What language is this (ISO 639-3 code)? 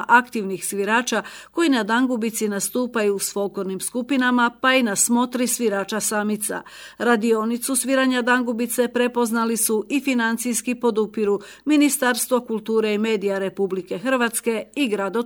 hrv